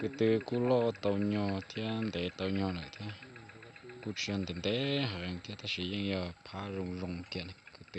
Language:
Hmong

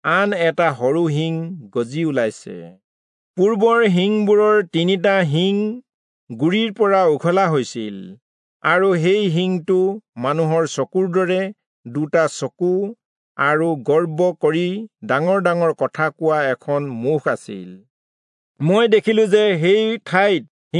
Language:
Assamese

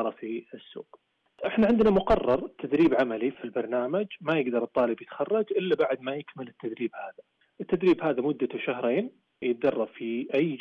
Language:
Najdi Arabic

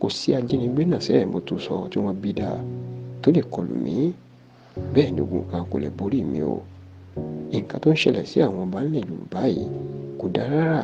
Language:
Yoruba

